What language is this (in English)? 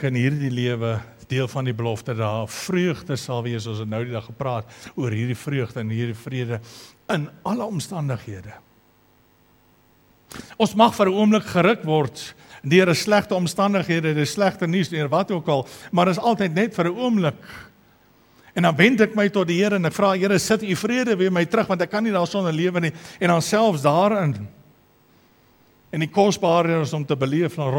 Afrikaans